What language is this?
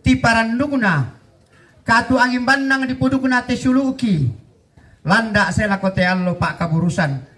Toraja-Sa'dan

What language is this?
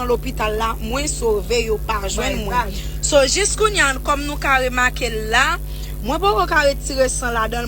Haitian Creole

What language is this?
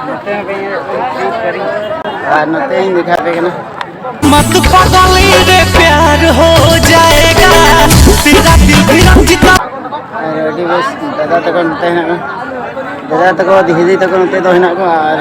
Santali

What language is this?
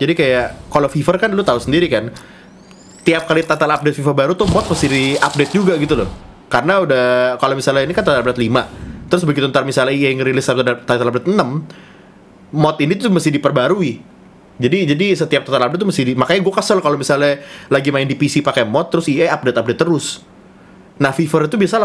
Indonesian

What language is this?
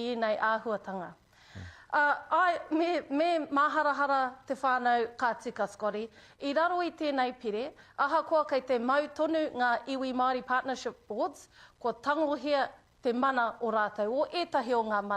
Māori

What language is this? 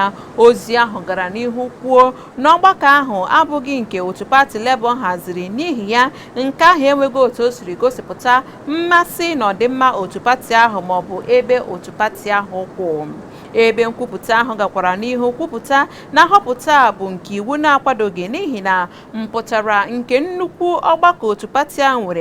Igbo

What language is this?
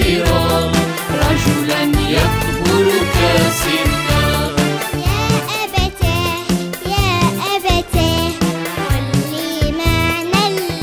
Algerian Arabic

